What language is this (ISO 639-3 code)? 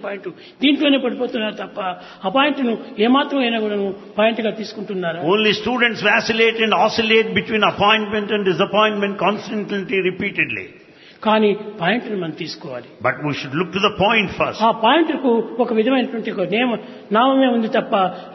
tel